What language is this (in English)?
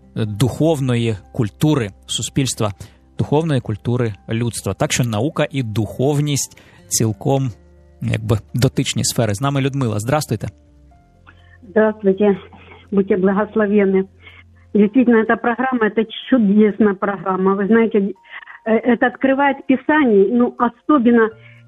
Ukrainian